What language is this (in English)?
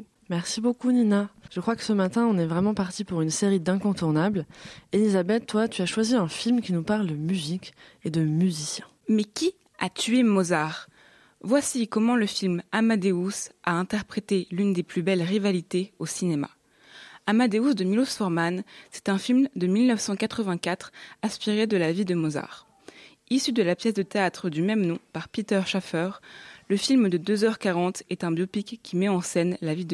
French